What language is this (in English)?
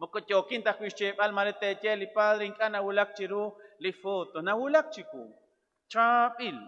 Kekchí